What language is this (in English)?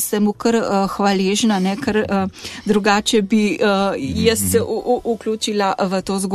Slovenian